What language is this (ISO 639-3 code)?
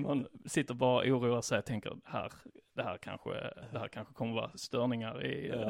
swe